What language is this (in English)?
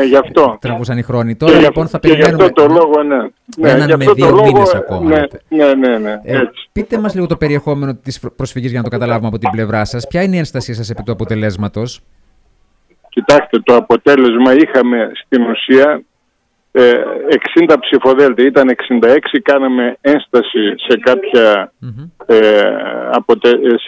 Greek